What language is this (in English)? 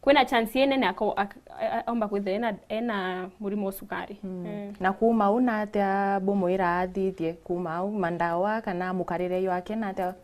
Meru